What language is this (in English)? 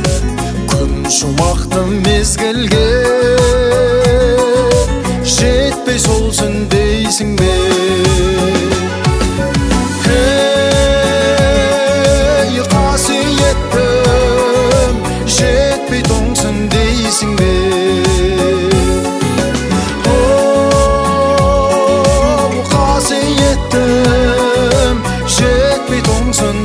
Kazakh